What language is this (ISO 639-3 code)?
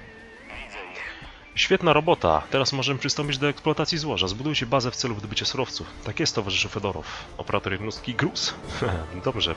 pol